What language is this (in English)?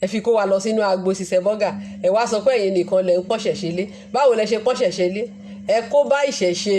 Yoruba